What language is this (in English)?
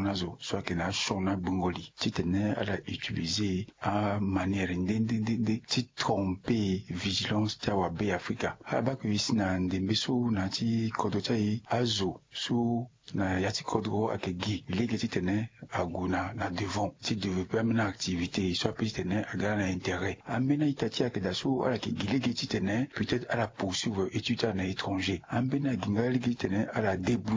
Sango